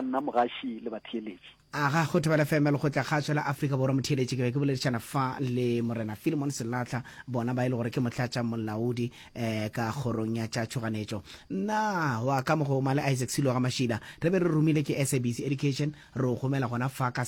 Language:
Northern Sotho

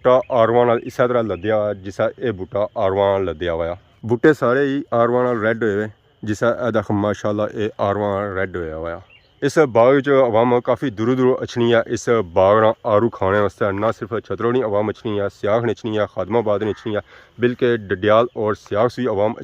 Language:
Pahari-Potwari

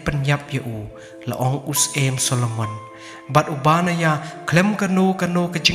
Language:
Khasi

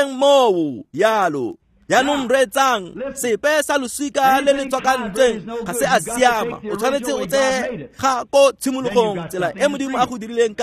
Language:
Tswana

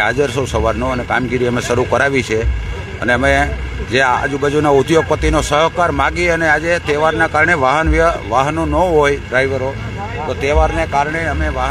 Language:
Gujarati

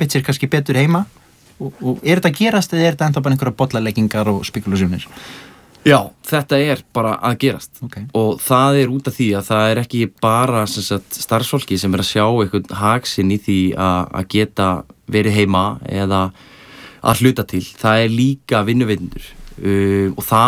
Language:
Icelandic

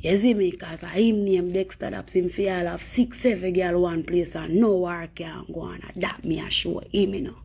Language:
Jamaican Creole English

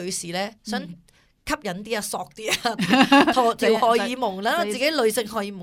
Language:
Cantonese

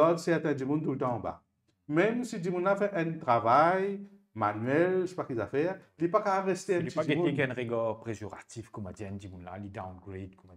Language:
Morisyen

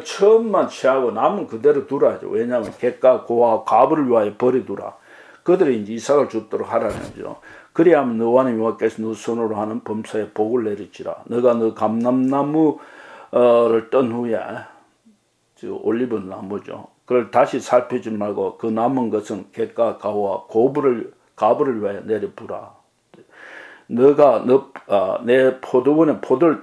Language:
Korean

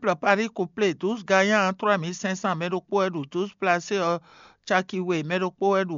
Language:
Fon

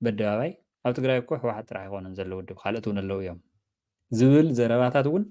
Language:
Tigrinya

